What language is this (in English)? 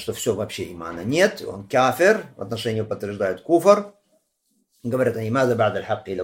Russian